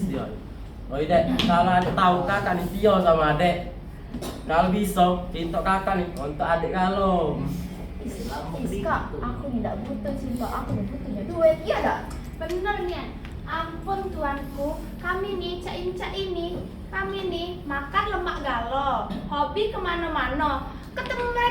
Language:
Musi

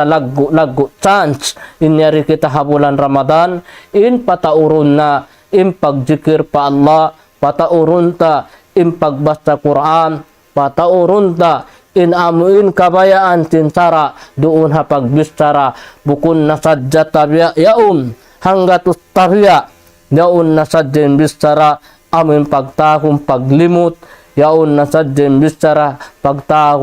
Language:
Tausug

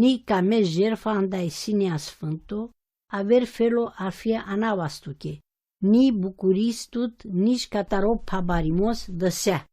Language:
Romany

